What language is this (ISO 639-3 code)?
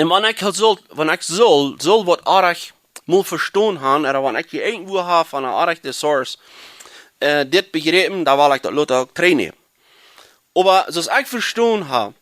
pdt